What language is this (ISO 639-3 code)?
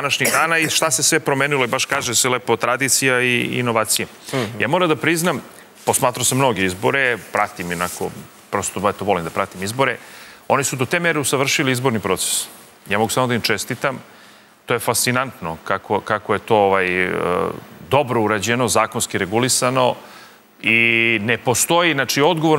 srp